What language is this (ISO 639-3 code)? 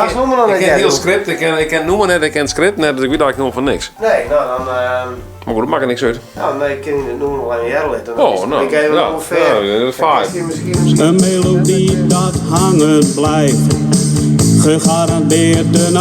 fry